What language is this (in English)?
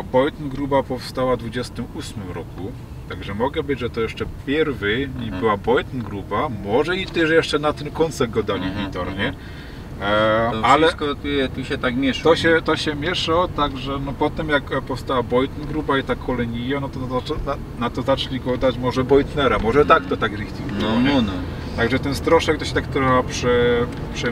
Silesian